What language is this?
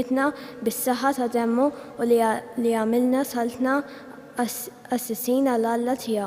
Maltese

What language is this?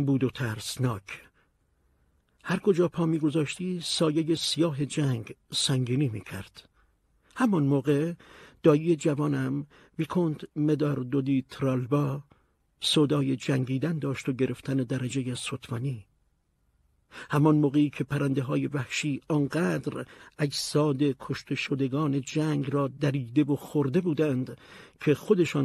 Persian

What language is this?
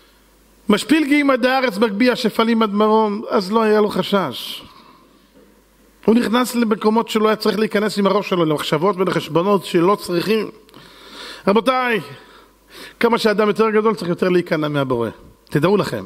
Hebrew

